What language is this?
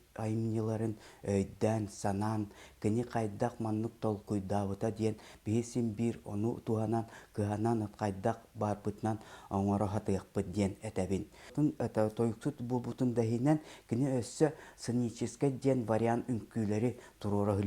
Yakut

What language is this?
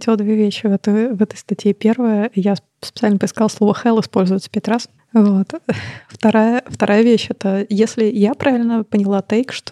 Russian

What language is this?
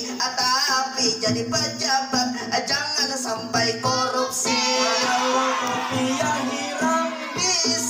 Banjar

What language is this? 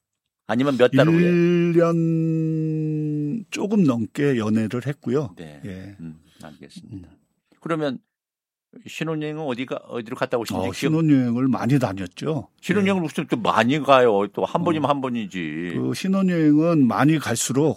Korean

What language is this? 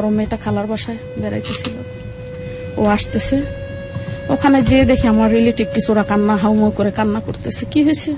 Bangla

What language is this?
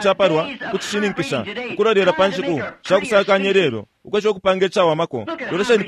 Bemba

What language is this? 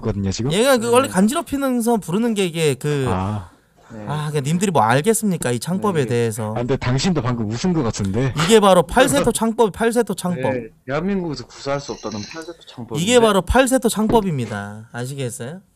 Korean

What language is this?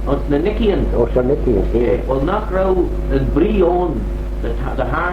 Manx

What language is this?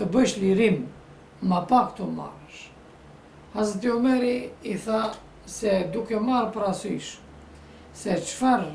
Albanian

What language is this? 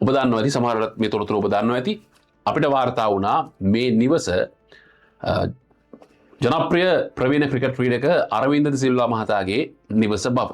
Sinhala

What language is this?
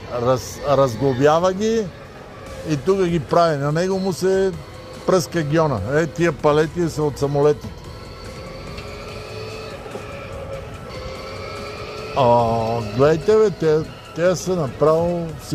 Bulgarian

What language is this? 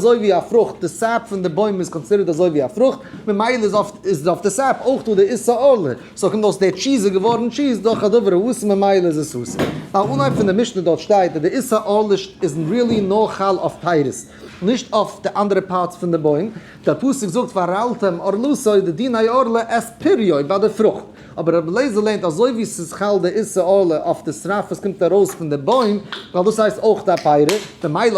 Yiddish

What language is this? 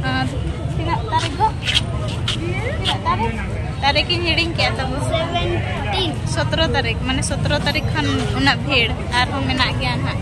Santali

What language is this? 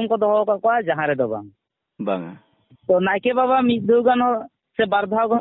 Santali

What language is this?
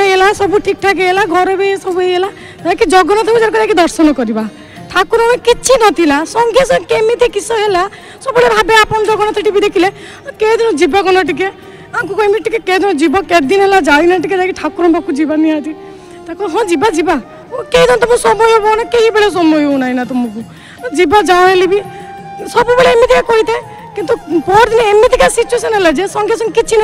Odia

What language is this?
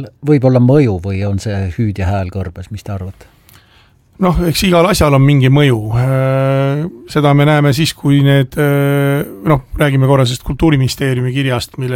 Estonian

